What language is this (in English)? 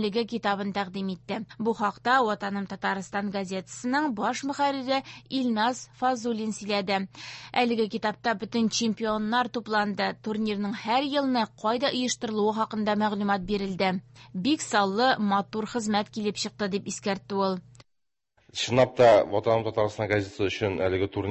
Tatar